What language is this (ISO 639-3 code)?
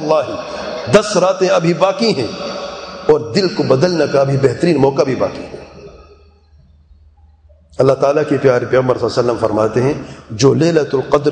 urd